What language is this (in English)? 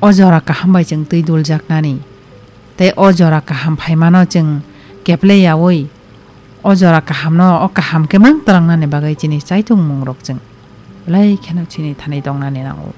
Kok Borok